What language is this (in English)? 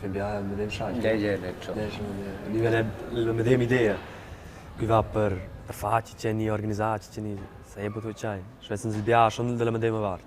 Romansh